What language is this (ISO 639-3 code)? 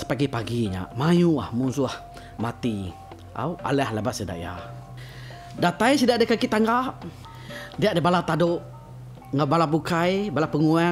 iba